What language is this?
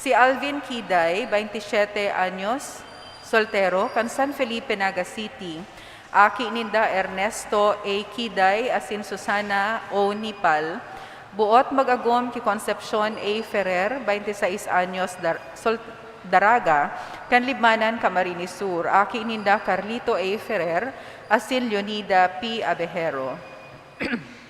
Bikol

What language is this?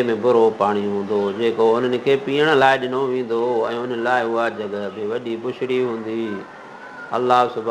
Sindhi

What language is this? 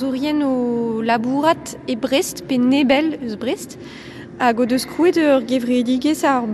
Breton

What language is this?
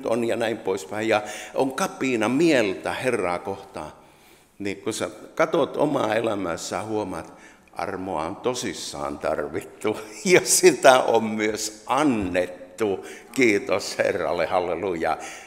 Finnish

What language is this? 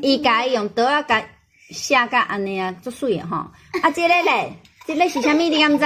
Min Nan Chinese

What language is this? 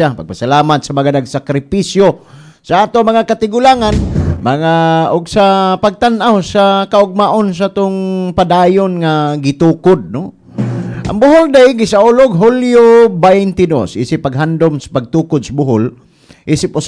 Cebuano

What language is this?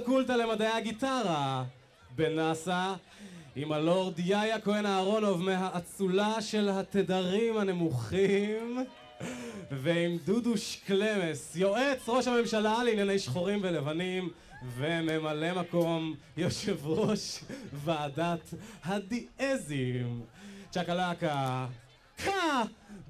Hebrew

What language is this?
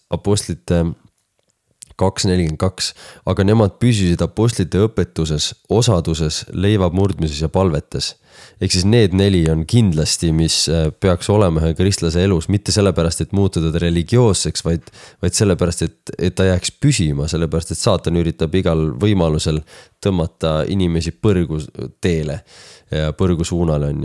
Estonian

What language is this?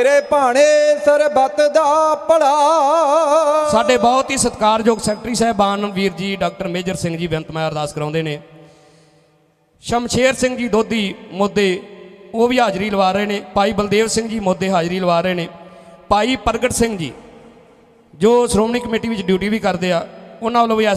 Punjabi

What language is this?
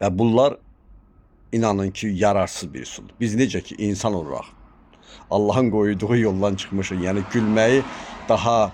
Azerbaijani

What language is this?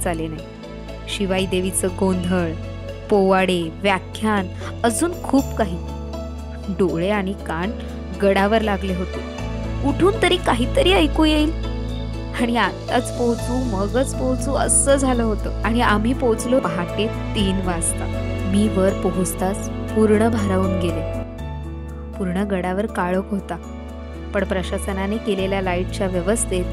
Marathi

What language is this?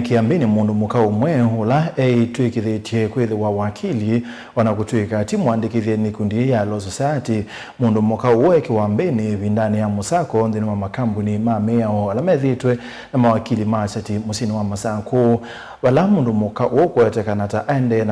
Kamba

